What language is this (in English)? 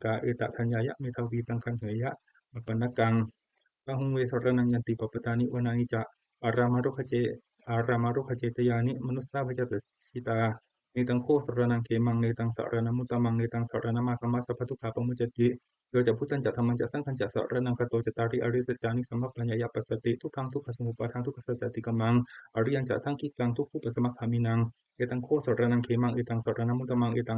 Pali